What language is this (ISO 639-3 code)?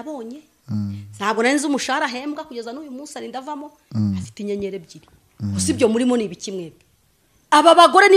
kin